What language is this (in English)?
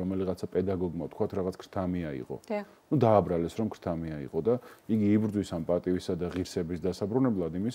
Georgian